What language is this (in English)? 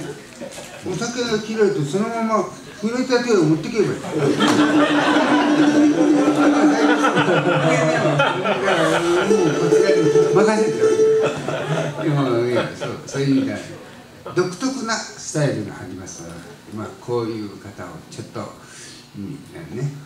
Japanese